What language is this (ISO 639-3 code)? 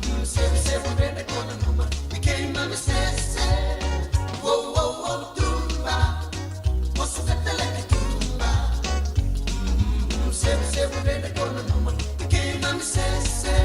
fij